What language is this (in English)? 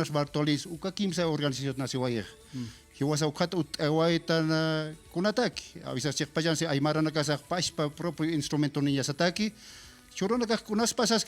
Aymara